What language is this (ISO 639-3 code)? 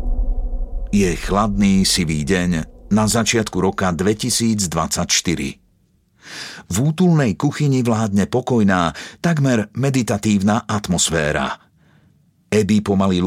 slk